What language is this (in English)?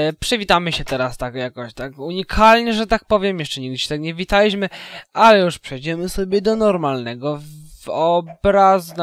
Polish